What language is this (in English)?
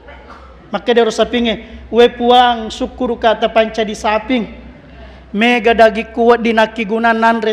Buginese